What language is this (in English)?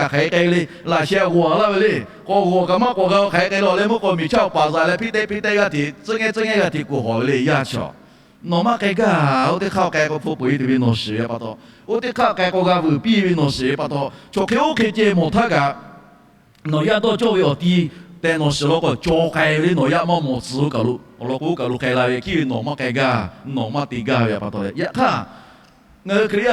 Lahu